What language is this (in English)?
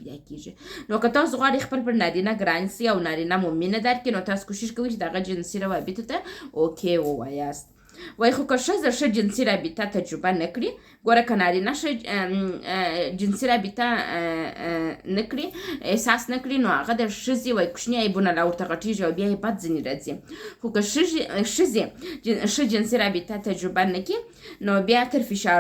Pashto